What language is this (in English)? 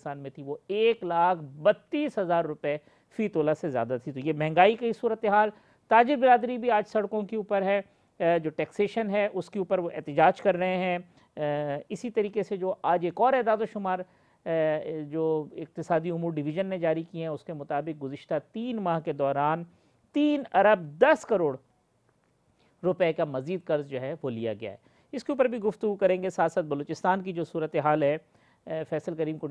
Urdu